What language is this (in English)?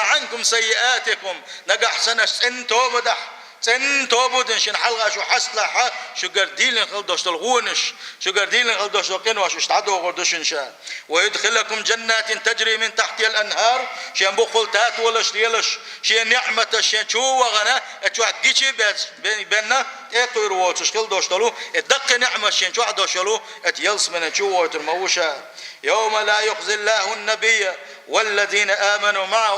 Chechen